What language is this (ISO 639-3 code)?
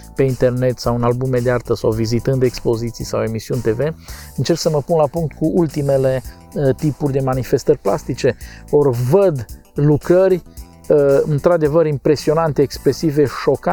ron